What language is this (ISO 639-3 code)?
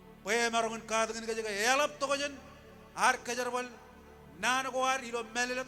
mah